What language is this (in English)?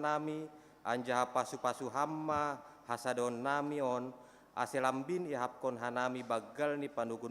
Batak Simalungun